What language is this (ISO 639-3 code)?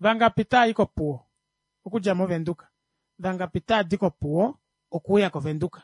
kua